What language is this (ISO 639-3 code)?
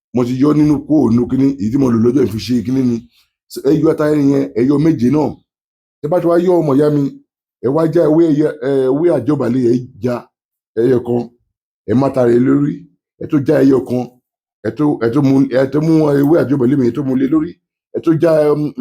yor